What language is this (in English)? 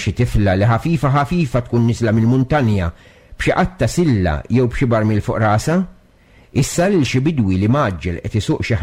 Maltese